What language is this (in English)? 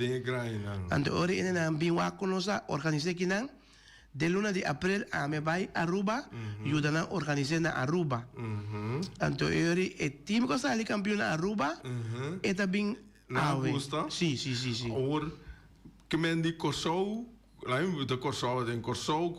Papiamento